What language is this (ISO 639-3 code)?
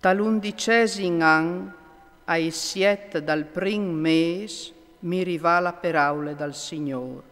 fur